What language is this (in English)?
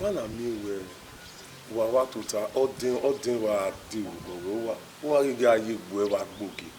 Bini